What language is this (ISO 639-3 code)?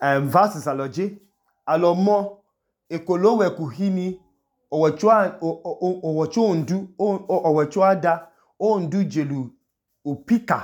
idu